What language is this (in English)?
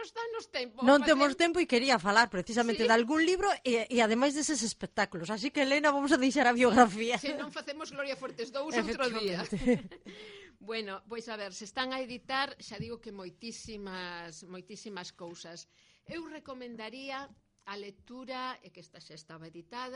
Galician